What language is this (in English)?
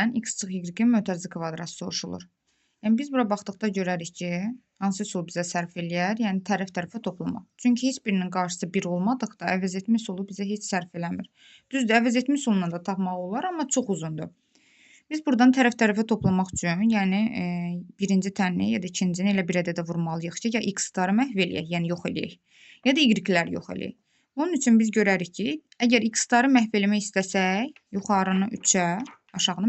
Azerbaijani